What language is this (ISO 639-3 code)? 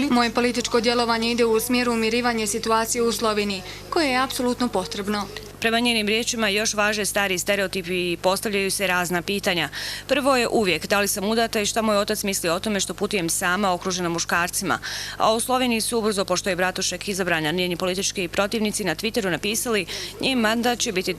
bos